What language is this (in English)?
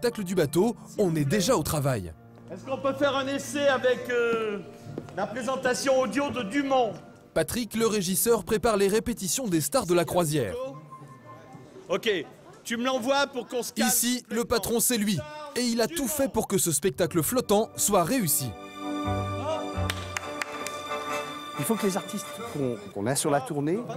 French